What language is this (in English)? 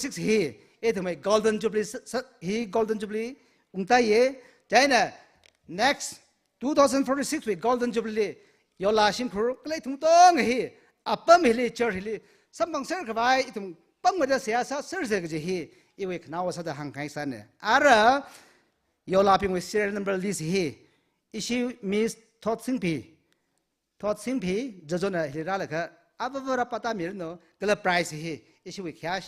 Tangkhul Naga (India)